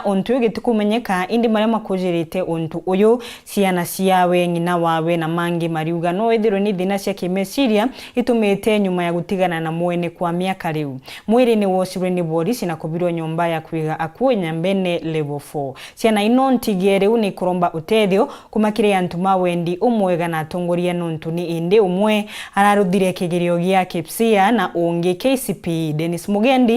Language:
Meru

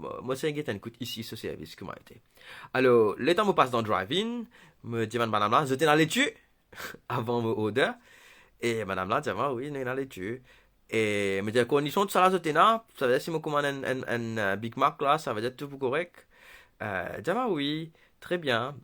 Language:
Morisyen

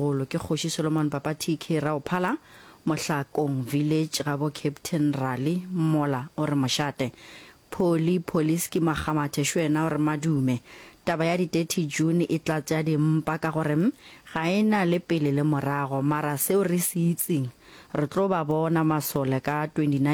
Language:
Northern Sotho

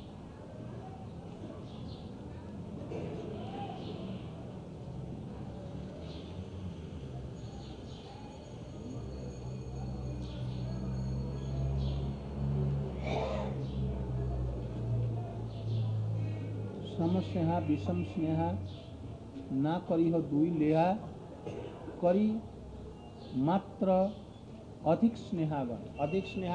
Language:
Hindi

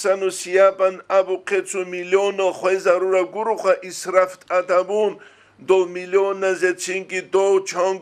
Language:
Avaric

